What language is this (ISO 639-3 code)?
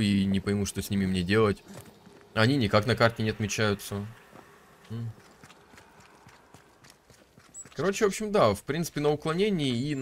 rus